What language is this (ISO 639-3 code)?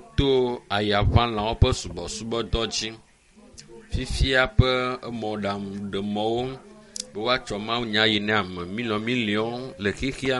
ewe